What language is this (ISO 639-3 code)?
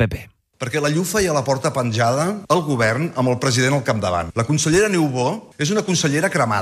cat